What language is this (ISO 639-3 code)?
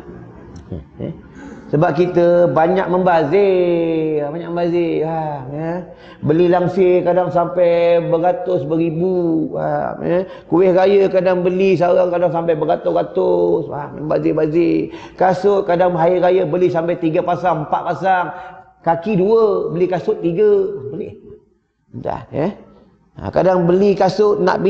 msa